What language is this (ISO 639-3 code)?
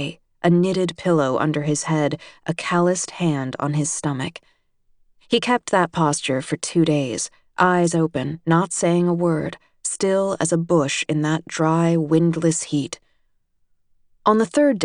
eng